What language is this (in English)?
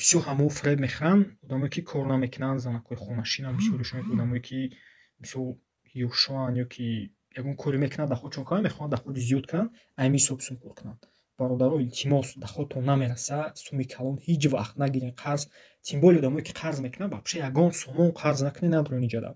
Tajik